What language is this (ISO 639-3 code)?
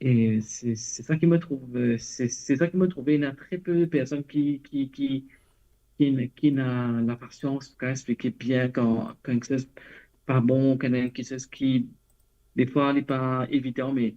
mfe